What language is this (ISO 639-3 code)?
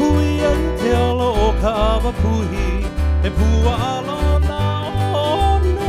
haw